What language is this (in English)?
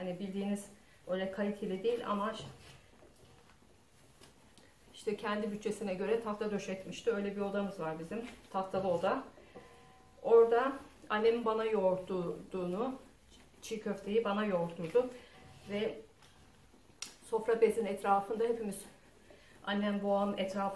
Turkish